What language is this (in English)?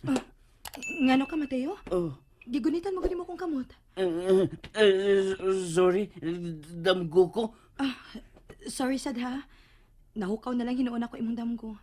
Cebuano